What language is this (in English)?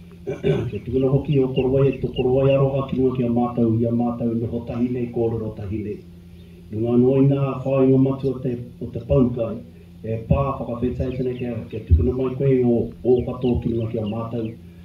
Māori